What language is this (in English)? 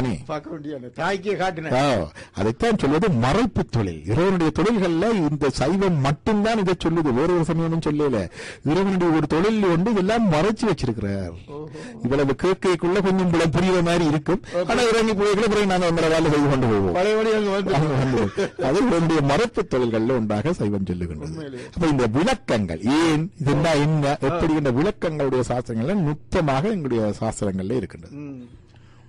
Tamil